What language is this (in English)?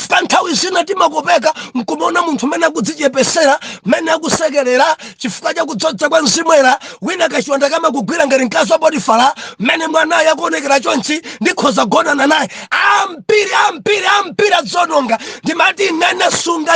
Nyanja